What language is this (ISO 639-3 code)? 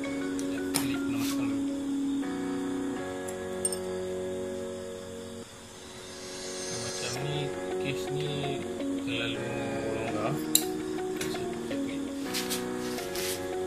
msa